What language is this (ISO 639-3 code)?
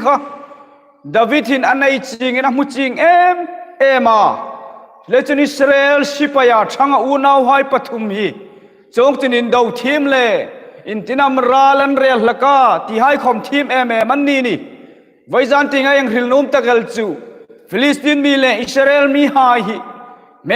hmr